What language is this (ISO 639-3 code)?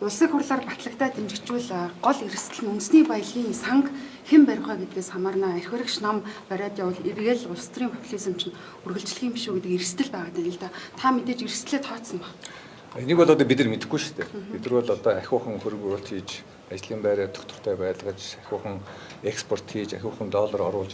mon